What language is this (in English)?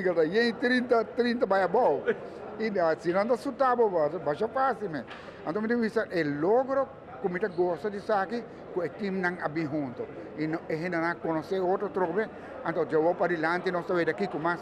Papiamento